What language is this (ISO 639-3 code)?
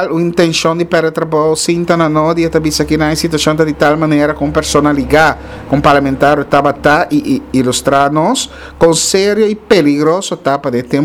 pap